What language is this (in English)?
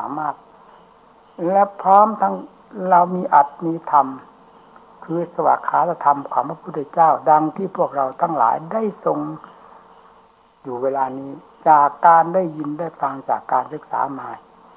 Thai